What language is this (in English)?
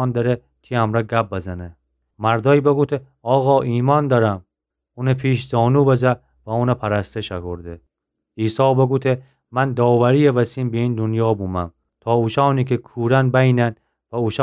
Gilaki